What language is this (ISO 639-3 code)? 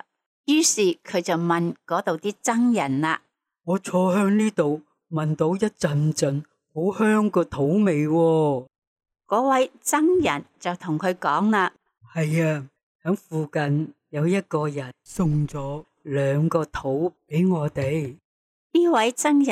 yue